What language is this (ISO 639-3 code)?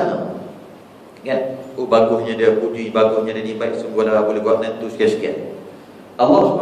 msa